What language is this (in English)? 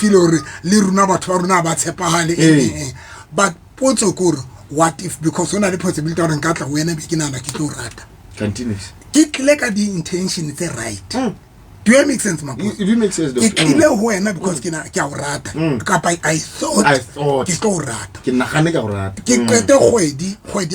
Southern Sotho